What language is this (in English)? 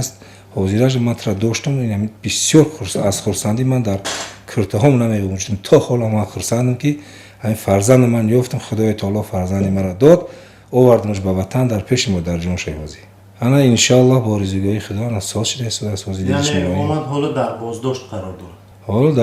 Tajik